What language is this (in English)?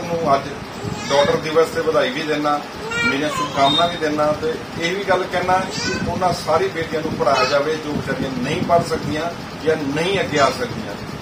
Punjabi